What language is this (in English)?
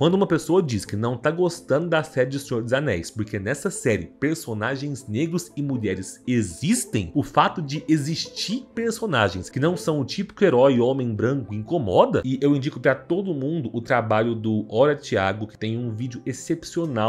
Portuguese